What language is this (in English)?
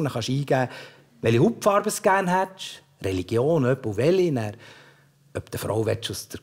Swiss German